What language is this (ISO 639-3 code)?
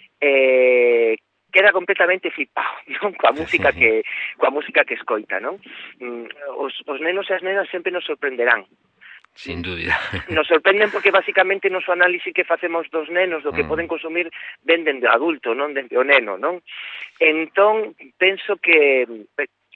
glg